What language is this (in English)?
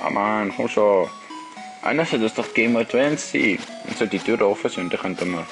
Swiss German